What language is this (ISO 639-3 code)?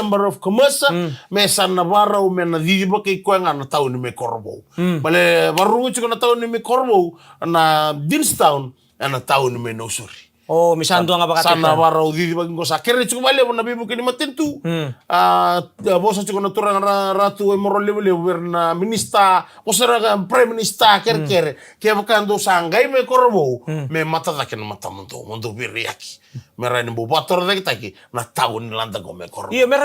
fij